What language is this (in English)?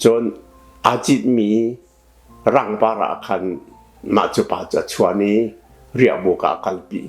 Hakha Chin